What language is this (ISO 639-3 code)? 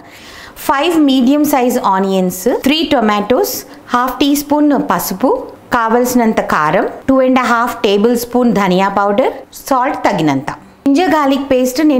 tel